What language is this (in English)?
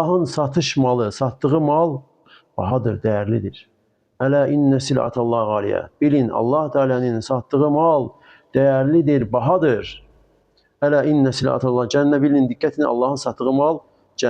Azerbaijani